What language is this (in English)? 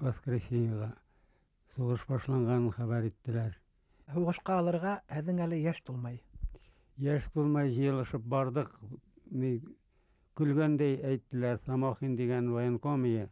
Bashkir